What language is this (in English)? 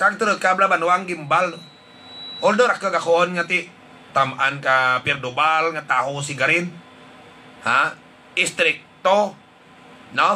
Hiligaynon